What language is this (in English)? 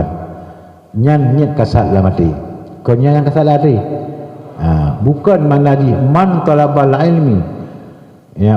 Achinese